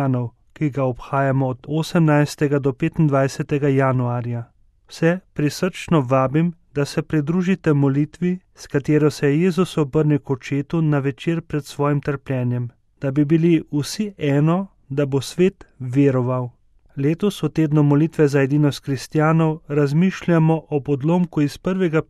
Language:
Slovenian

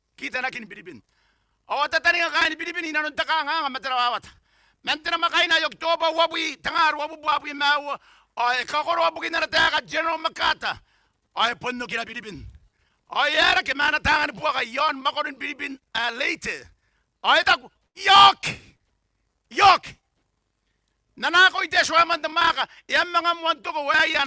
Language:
Gilbertese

